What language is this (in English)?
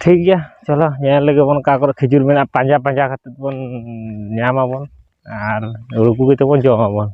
Santali